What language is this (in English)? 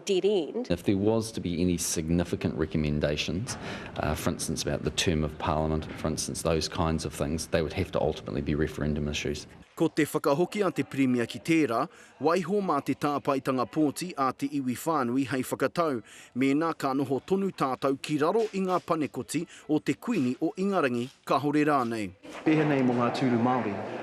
Māori